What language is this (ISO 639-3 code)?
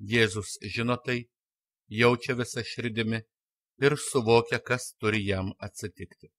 lit